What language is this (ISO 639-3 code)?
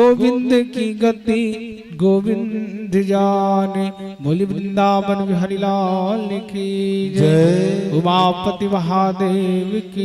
hne